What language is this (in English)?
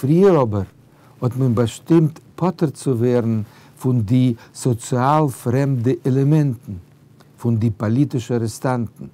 Yiddish